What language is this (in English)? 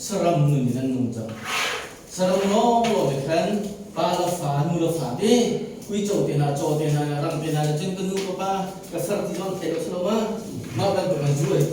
Hakha Chin